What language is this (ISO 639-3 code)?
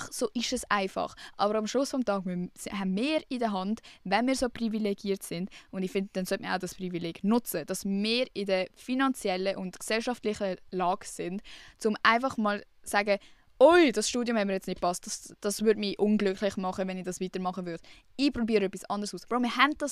gsw